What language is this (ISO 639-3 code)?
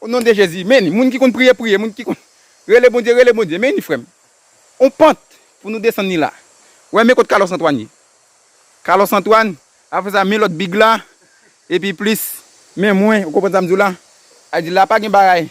hat